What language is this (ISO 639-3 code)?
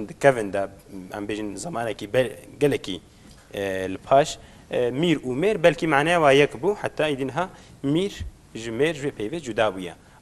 kur